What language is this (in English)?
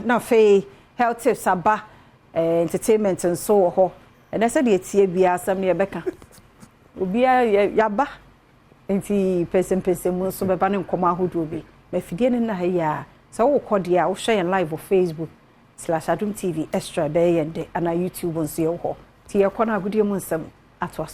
Akan